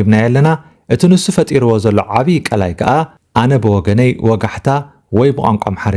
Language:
Tigrinya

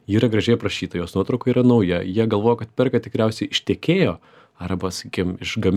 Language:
Lithuanian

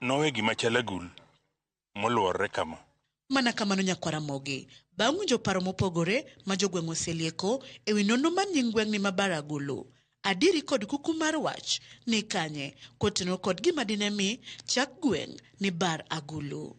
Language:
Luo (Kenya and Tanzania)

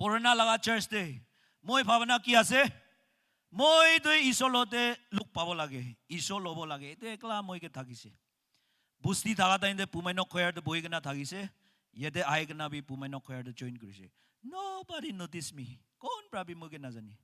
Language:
Naga Pidgin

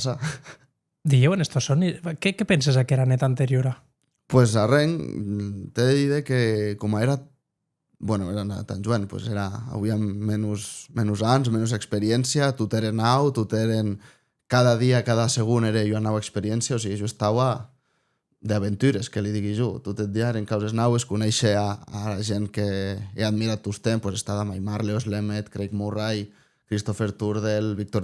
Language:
Occitan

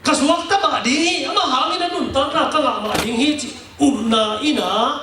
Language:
Tedim Chin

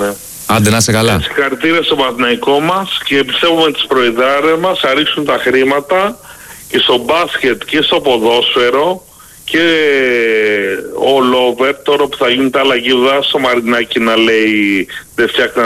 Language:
Greek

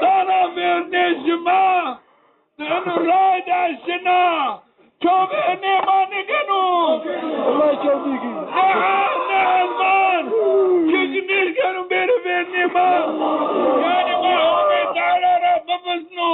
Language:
Zaza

